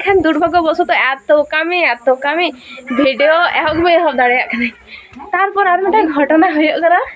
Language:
Santali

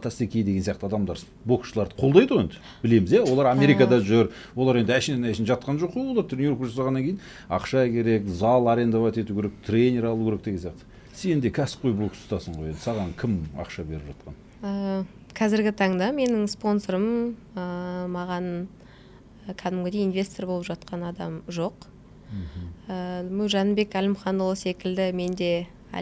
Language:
Kazakh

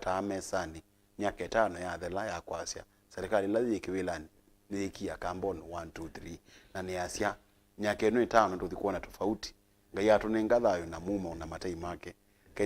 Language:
Kamba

